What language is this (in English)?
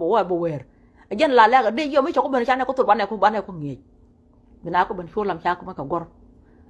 Nuer